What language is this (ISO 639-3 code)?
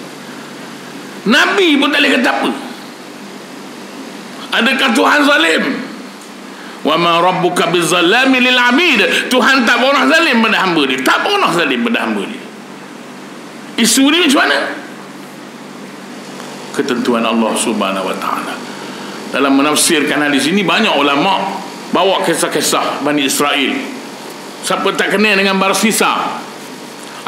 msa